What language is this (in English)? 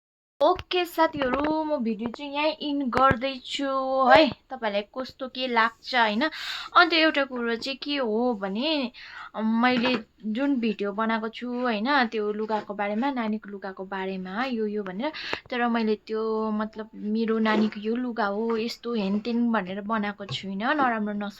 Nepali